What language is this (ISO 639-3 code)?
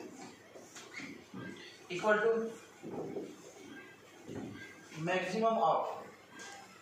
mar